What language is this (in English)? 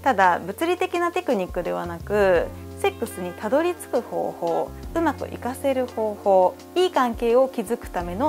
Japanese